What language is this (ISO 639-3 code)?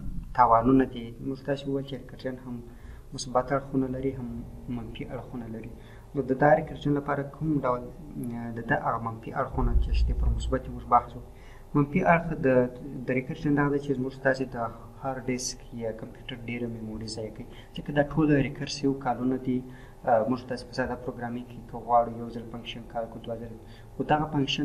pus